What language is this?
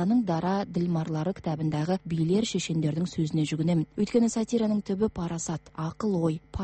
Kazakh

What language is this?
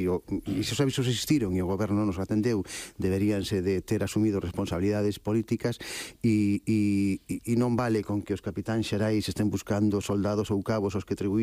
Galician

